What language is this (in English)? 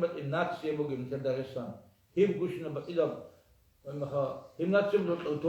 Avaric